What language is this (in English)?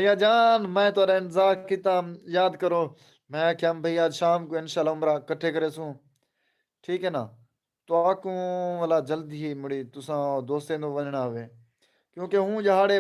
Saraiki